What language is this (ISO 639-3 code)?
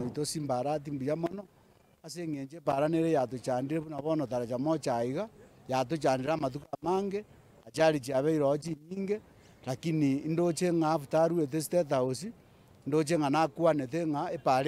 guz